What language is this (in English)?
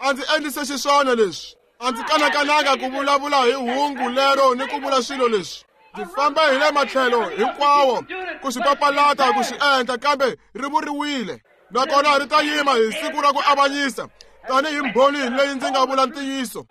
Tsonga